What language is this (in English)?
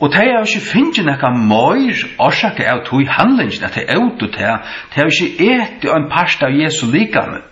Faroese